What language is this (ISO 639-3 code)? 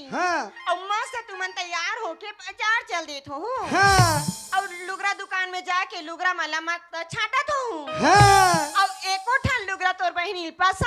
hne